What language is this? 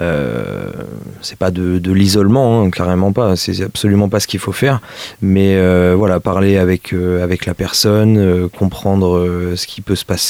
French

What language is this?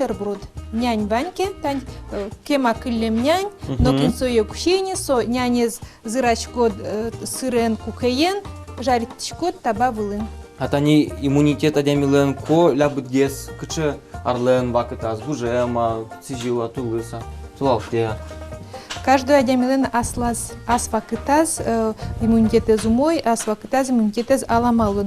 Udmurt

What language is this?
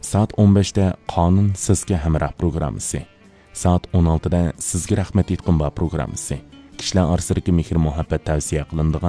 Uyghur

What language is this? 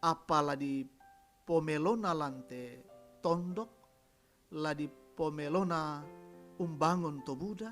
Toraja-Sa'dan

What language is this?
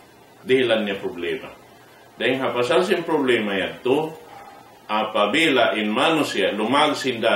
Tausug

